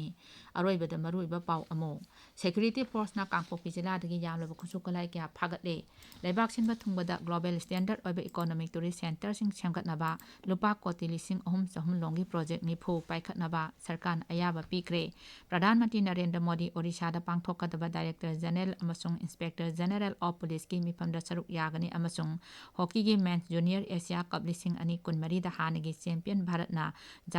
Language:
Manipuri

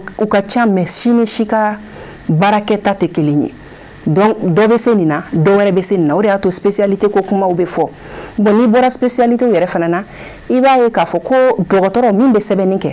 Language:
Bambara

